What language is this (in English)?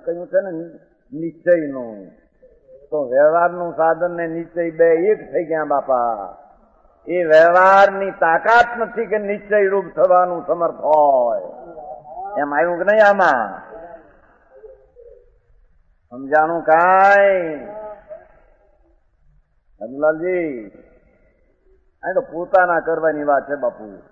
Gujarati